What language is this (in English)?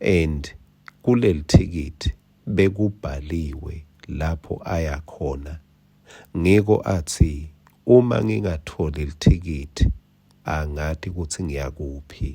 Swati